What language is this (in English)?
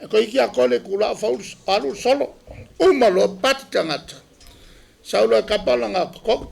Samoan